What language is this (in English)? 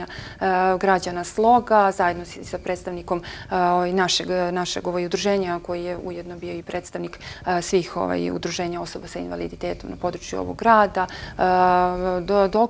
Serbian